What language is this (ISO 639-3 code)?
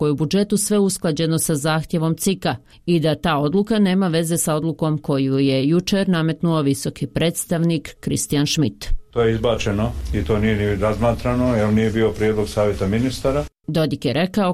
srp